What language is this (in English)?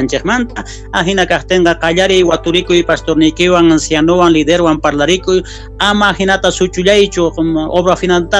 South Bolivian Quechua